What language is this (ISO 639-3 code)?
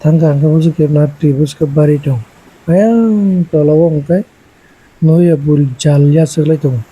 trp